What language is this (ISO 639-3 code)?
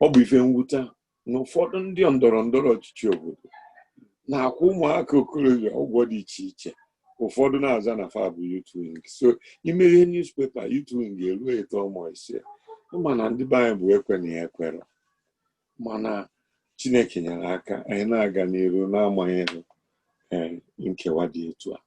ibo